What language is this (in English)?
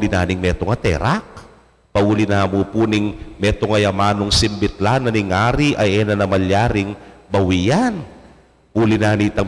Pampanga